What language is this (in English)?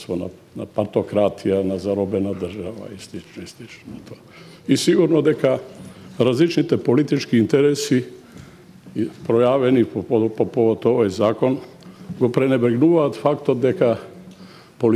Macedonian